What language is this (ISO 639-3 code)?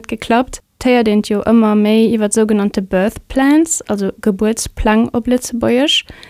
ltz